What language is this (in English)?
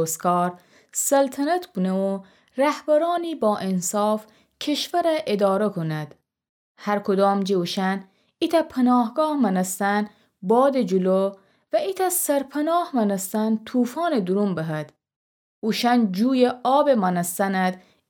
Gilaki